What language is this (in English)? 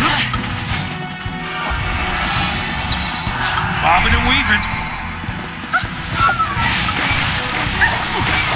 English